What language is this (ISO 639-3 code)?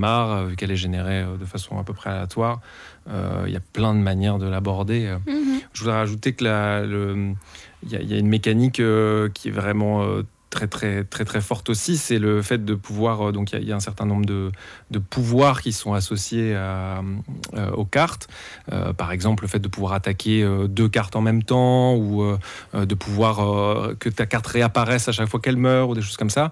fra